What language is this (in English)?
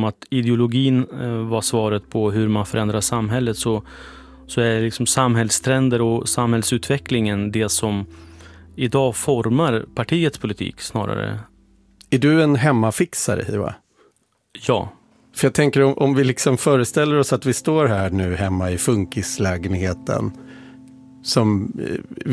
Swedish